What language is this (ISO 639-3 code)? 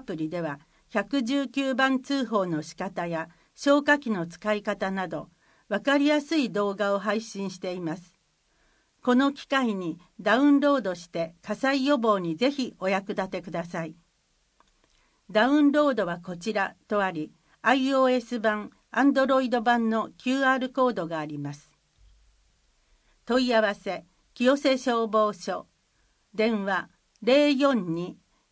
jpn